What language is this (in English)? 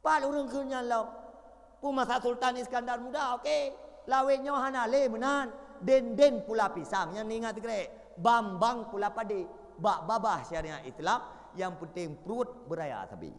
Achinese